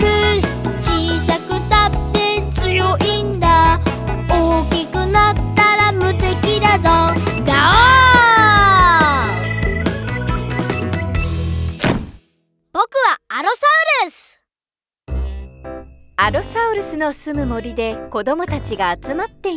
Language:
Japanese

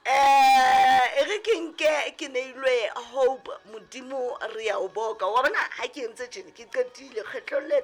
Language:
Southern Sotho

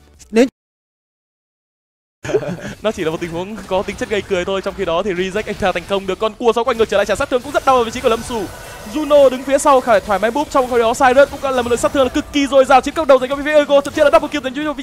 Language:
Vietnamese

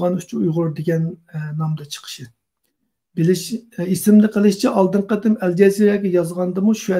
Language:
Uyghur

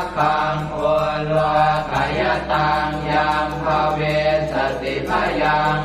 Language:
Pali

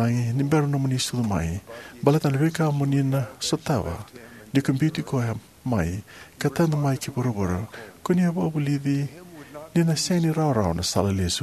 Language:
Fijian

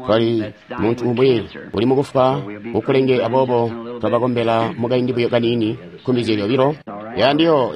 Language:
Tonga (Zambia)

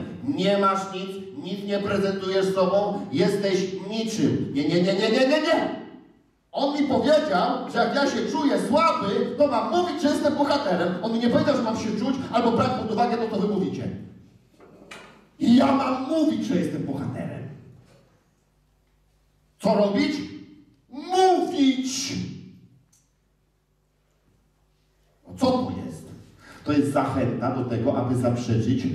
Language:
Polish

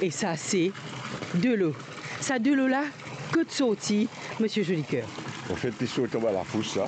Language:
Morisyen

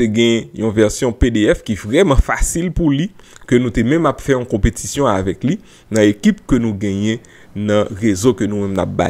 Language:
Haitian Creole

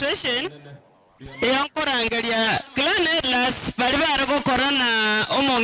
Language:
Gusii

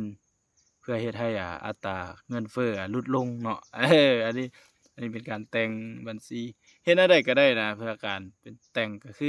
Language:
Lao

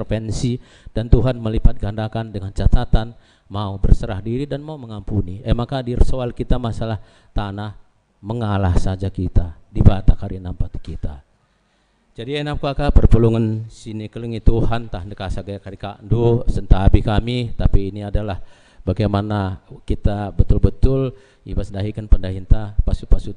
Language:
Batak Karo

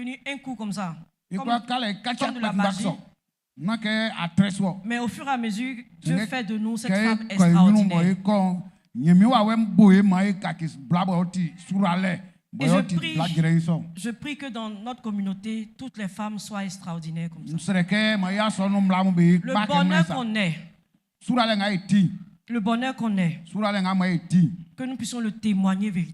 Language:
Baoulé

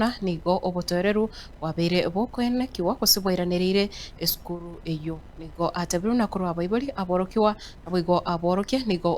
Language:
Gusii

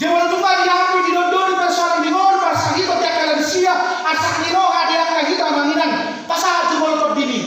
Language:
Batak Toba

